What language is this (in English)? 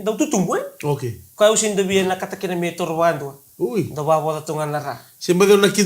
Fijian